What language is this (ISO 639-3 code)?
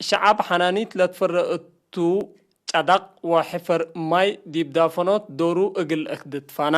tig